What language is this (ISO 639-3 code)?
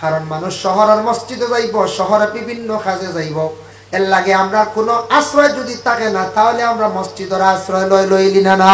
syl